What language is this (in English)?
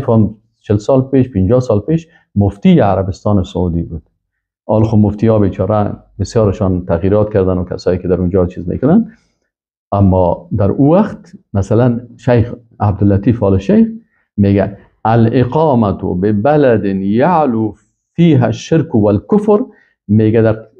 Persian